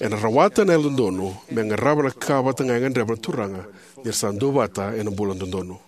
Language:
Fijian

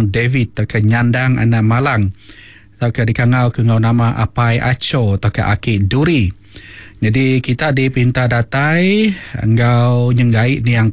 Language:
Iban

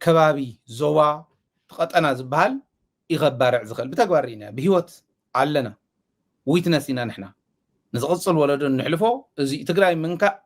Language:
Tigrinya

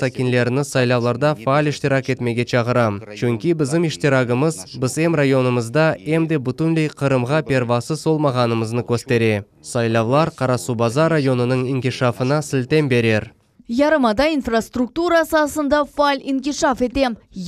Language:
Crimean Tatar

